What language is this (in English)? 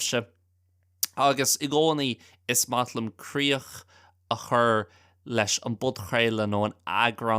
Irish